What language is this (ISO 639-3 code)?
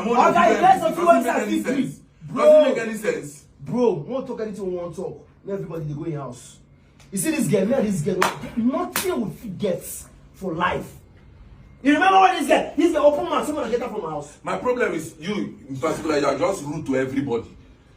pcm